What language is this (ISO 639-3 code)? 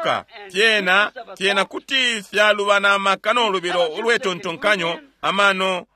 bem